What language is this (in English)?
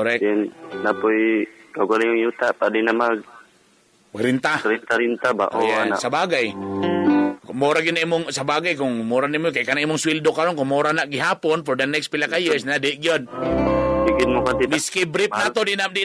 Cebuano